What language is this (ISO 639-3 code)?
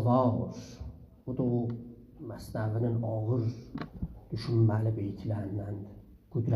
azb